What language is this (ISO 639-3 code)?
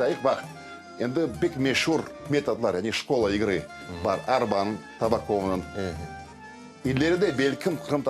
crh